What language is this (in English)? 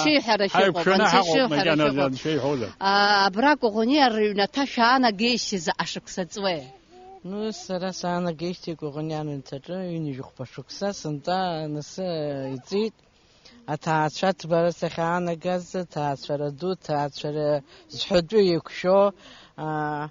Abkhazian